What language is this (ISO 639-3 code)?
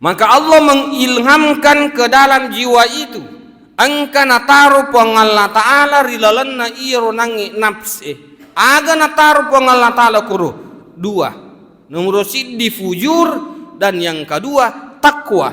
bug